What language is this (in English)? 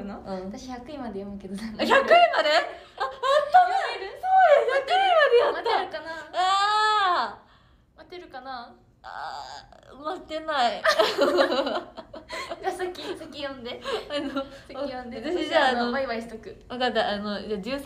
Japanese